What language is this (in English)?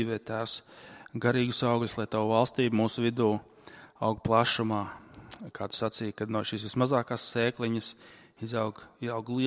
Latvian